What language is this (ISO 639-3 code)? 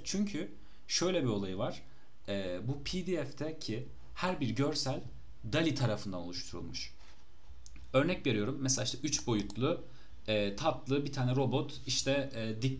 tur